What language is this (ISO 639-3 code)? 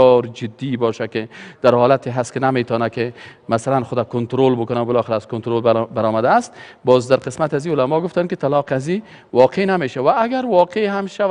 fas